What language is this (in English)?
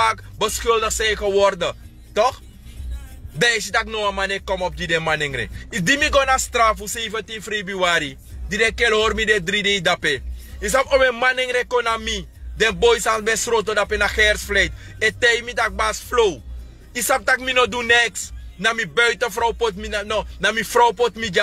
Sranan Tongo